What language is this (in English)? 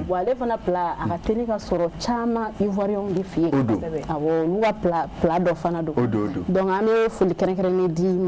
Bambara